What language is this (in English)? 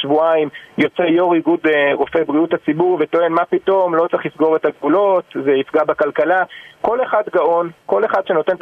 Hebrew